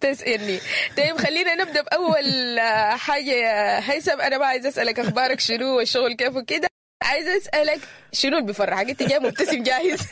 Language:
Sudanese Arabic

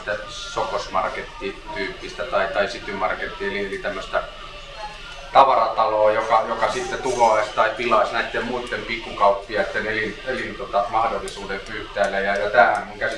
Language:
Finnish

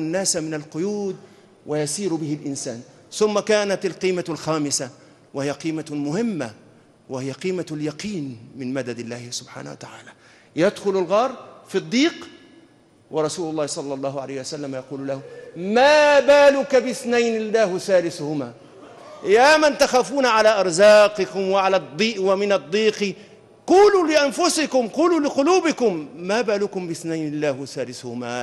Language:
Arabic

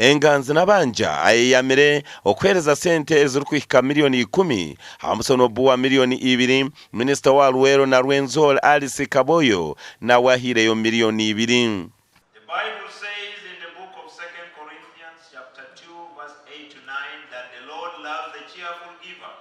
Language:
Nyankole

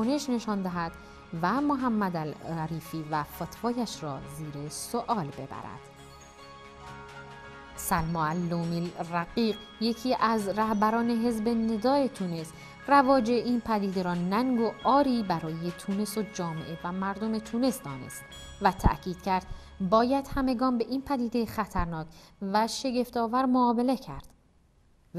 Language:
Persian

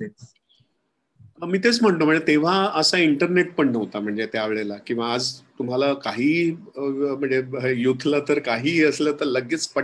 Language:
Marathi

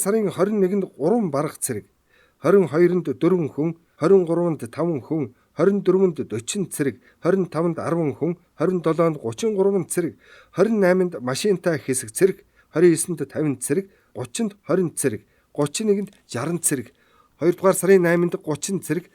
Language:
Mongolian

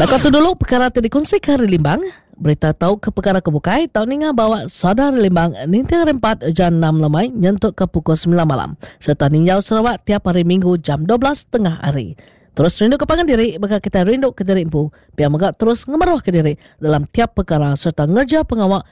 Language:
Iban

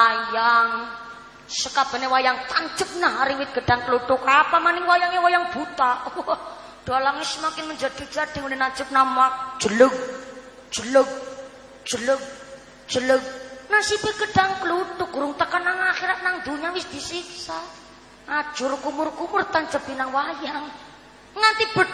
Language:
Javanese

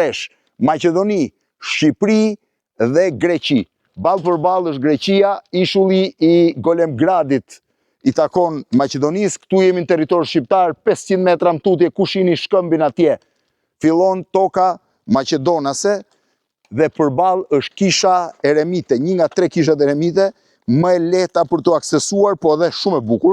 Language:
Albanian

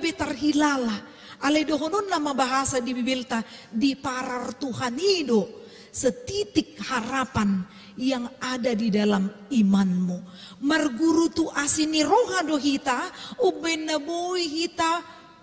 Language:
Batak Toba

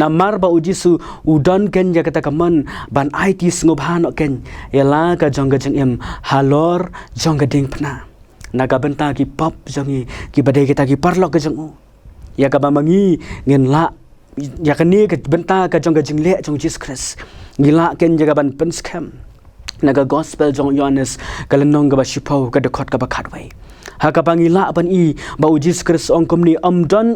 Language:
Khasi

